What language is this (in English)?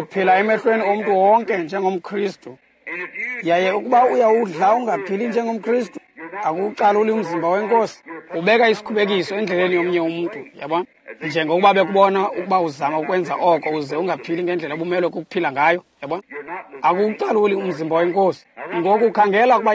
Xhosa